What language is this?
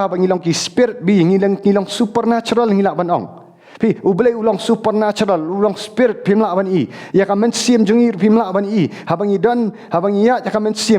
Khasi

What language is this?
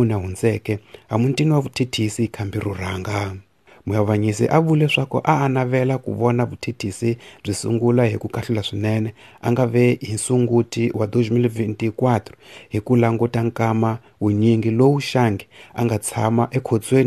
Tsonga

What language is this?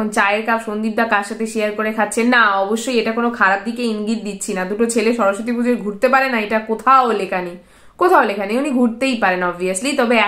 Bangla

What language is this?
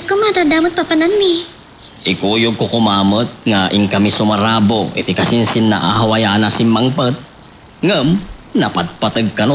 Iloko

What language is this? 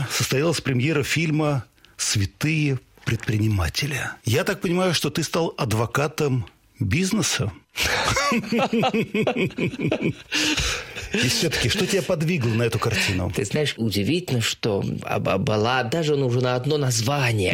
Russian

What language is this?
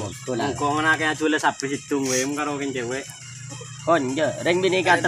Madurese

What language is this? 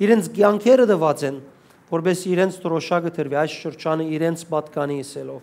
Western Armenian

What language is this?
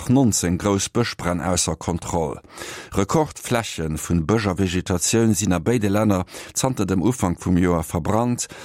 Luxembourgish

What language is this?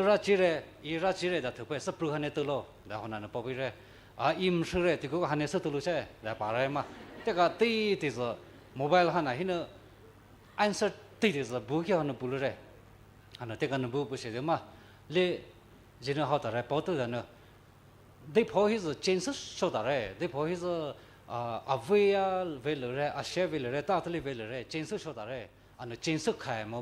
Poumei Naga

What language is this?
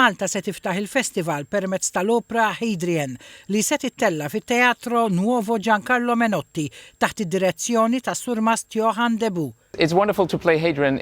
Maltese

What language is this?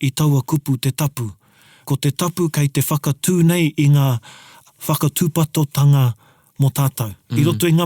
Māori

